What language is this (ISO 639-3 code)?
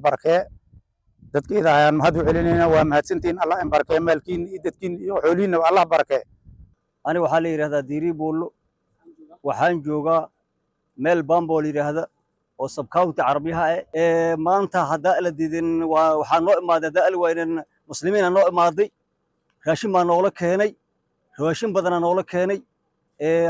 som